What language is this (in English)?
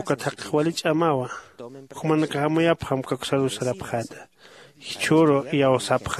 Aymara